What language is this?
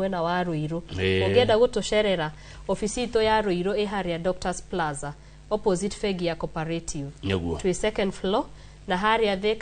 Kikuyu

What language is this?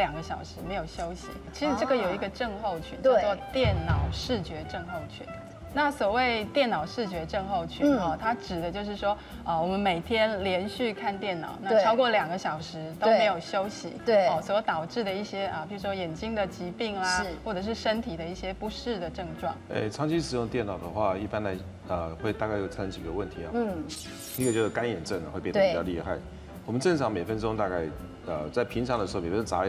Chinese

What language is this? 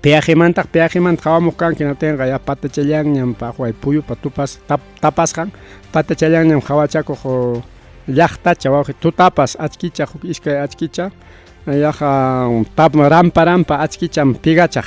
Ayacucho Quechua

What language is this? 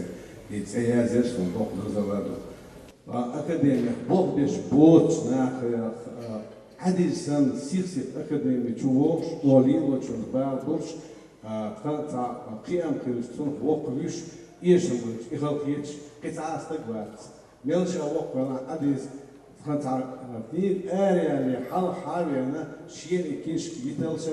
Chechen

